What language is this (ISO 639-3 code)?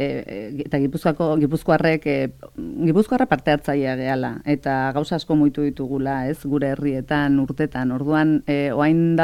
eus